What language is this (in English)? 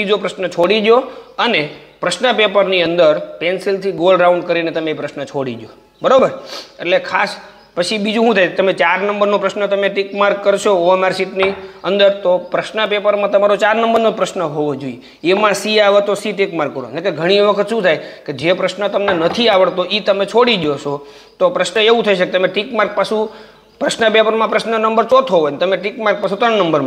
Gujarati